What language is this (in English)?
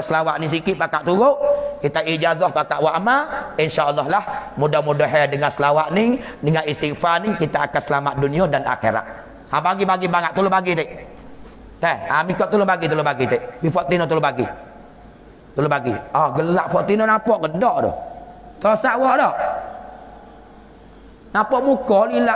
Pattani Malay